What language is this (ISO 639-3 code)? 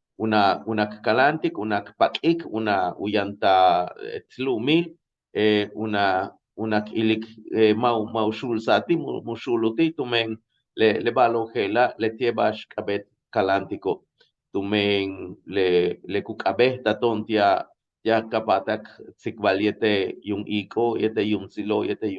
yua